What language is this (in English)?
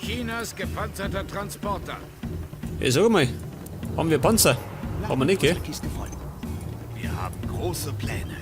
Bavarian